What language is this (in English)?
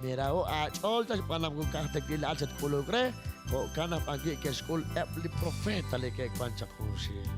Kekchí